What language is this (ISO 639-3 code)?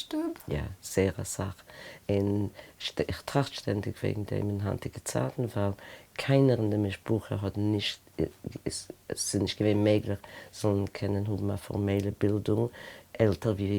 yid